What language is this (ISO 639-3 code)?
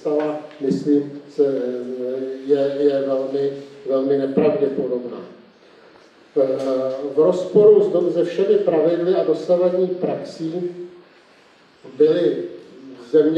ces